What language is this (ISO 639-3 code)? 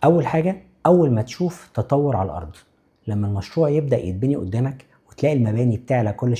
arz